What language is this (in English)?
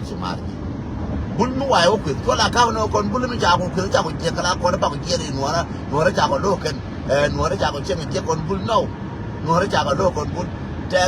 Nuer